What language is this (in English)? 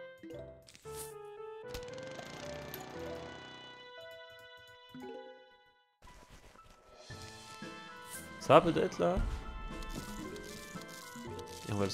French